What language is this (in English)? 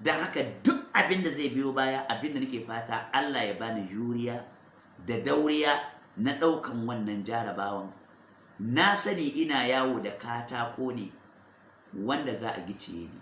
Hausa